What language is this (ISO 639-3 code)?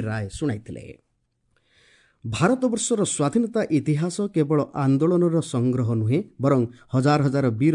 ori